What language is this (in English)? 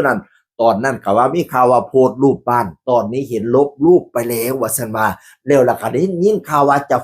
Northeastern Thai